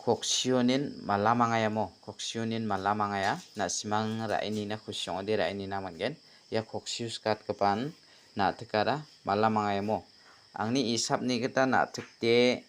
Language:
Garo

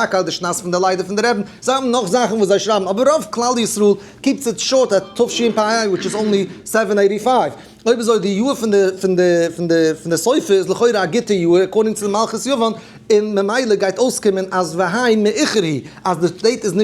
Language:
Yiddish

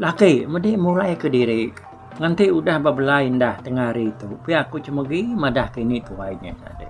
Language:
Iban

